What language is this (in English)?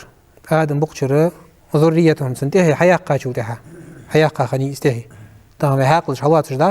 Ingush